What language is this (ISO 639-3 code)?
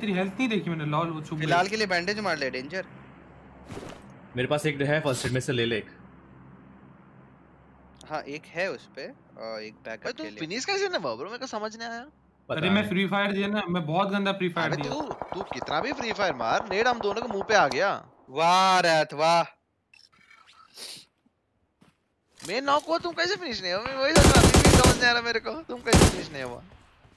hin